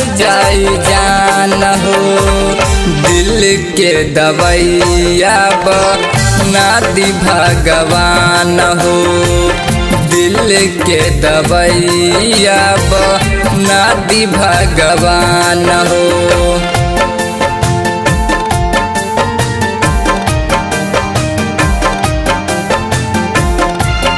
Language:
Bhojpuri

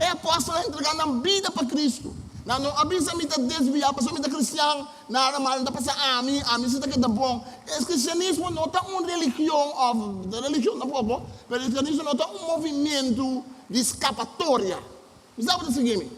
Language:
Papiamento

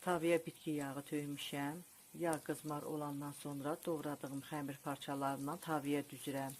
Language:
Azerbaijani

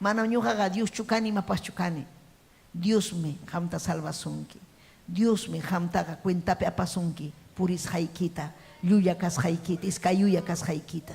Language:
Ayacucho Quechua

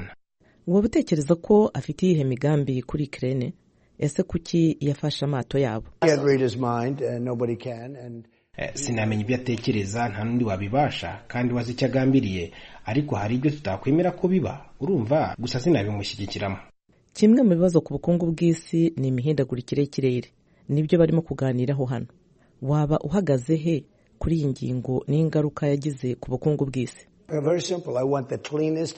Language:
Kinyarwanda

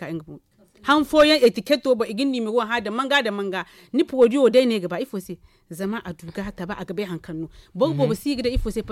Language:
Zarma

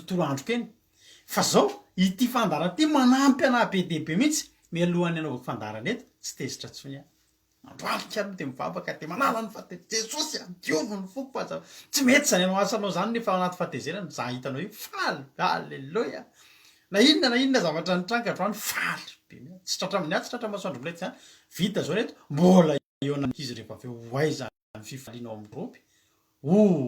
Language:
Malagasy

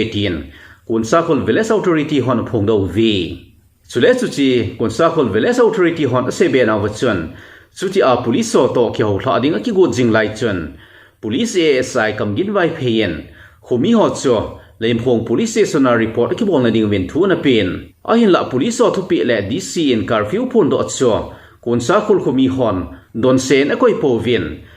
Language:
Thado Chin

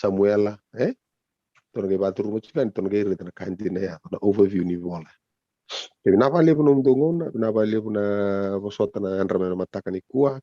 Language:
Fijian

